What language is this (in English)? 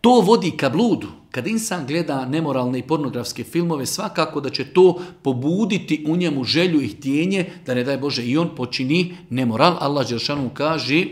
Bosnian